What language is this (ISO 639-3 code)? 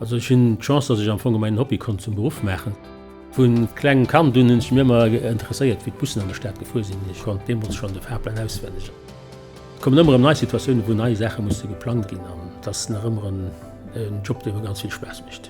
ltz